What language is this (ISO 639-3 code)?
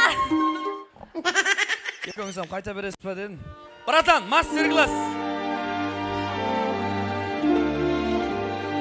kaz